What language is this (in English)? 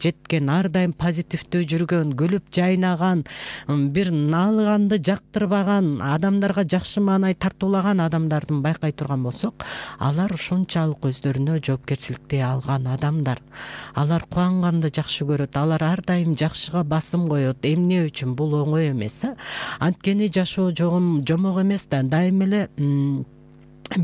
Kyrgyz